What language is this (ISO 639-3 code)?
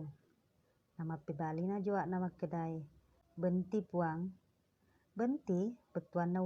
bug